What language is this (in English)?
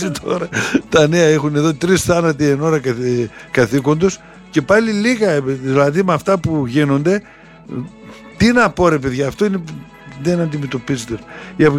Greek